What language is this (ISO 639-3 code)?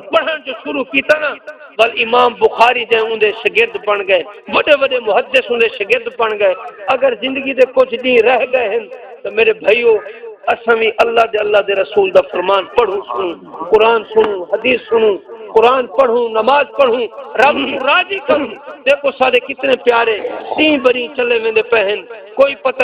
skr